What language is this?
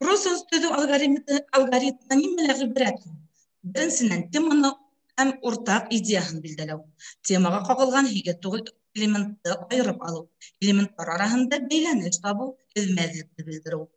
Bashkir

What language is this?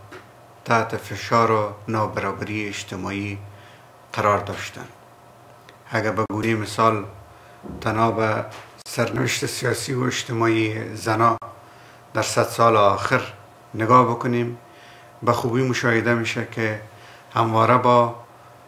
Persian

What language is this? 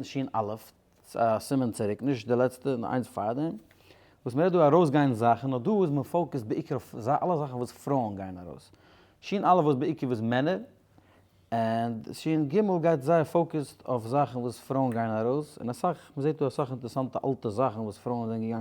Yiddish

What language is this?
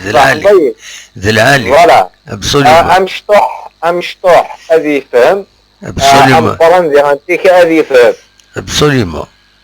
Kabyle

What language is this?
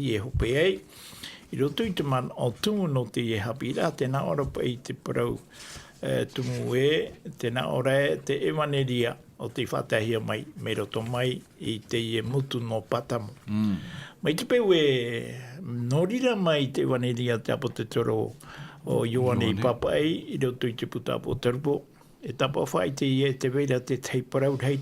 Tahitian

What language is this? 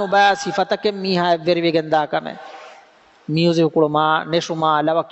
Divehi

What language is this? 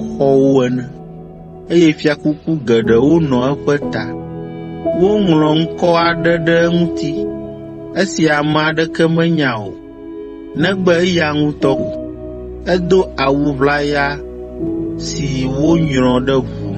Ewe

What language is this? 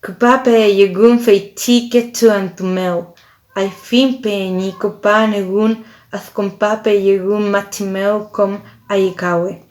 Mapuche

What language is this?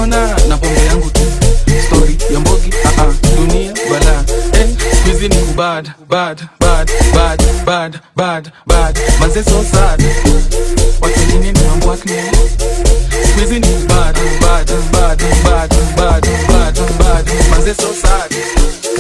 Swahili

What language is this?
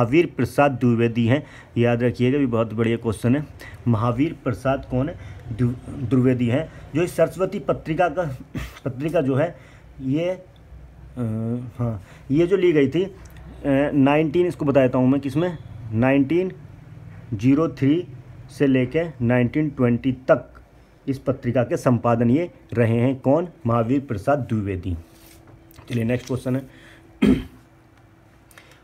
Hindi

